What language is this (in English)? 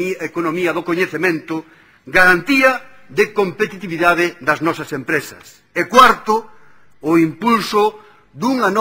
Galician